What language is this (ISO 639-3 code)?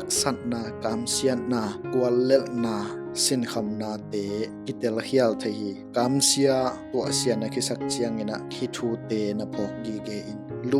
ctd